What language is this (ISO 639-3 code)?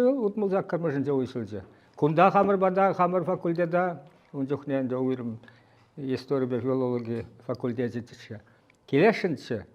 chv